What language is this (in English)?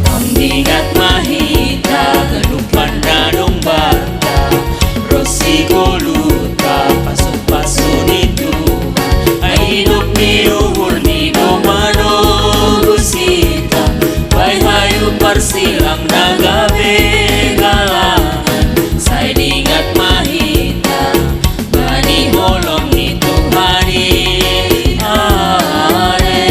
Batak Simalungun